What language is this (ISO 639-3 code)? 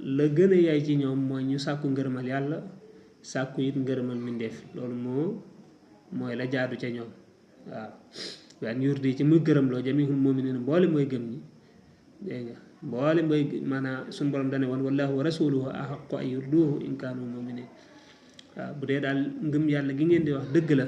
wol